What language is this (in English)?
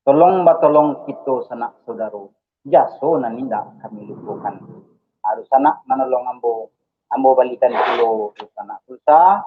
Minangkabau